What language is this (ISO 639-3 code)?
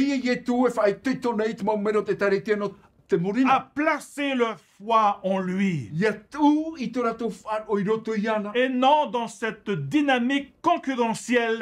tah